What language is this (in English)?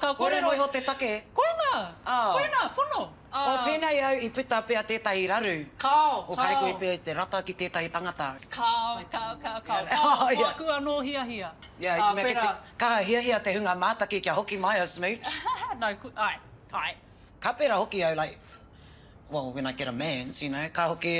Māori